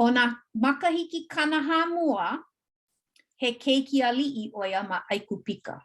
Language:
Hawaiian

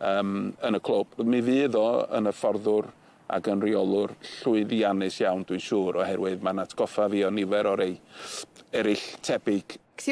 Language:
Welsh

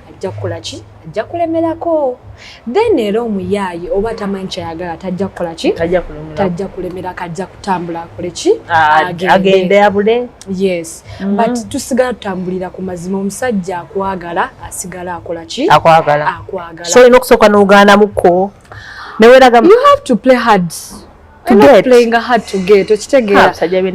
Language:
Ganda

